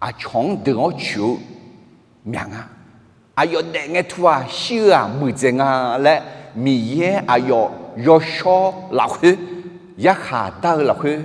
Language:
Akha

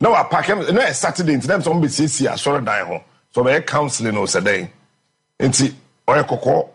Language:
Akan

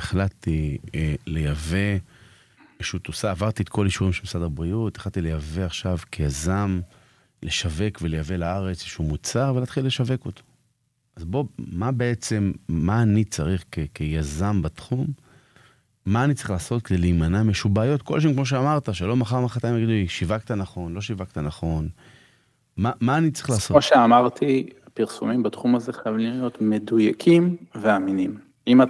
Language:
Hebrew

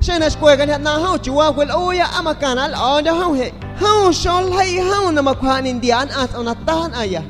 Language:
San Pedro Amuzgos Amuzgo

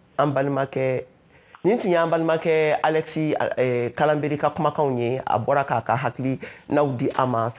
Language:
Bambara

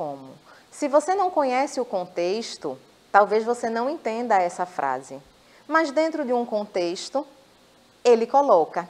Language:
Portuguese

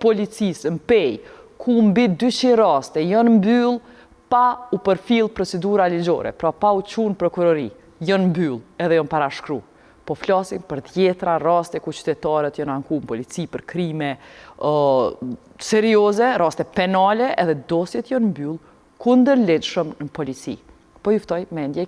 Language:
Albanian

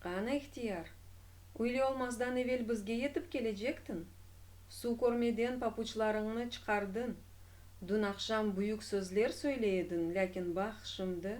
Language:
Crimean Tatar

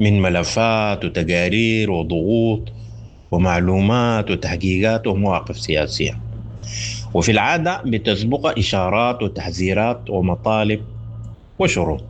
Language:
Sudanese Arabic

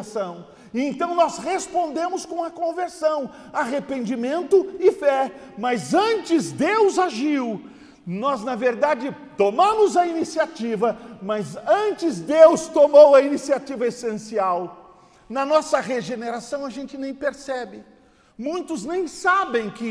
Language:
Portuguese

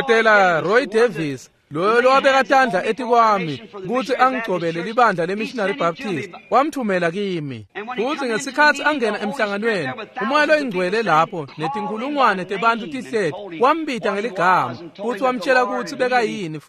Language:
Swati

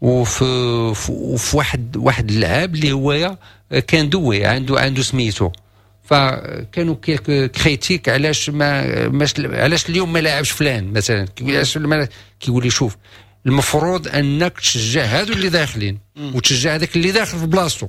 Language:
Moroccan Arabic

